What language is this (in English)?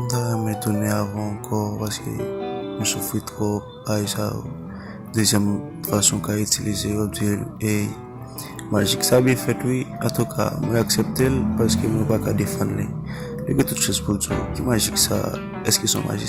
Haitian Creole